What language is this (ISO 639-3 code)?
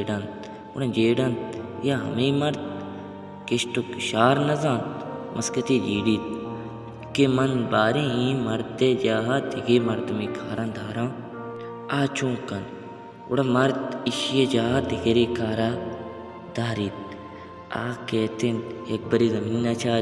bal